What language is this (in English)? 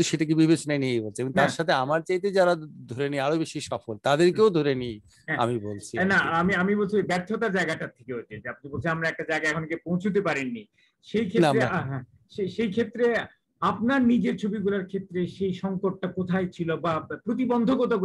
Bangla